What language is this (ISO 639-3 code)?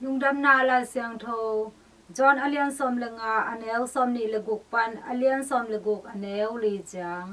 ctd